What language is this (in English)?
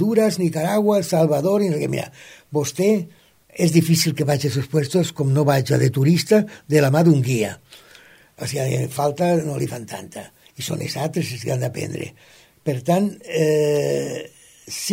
Catalan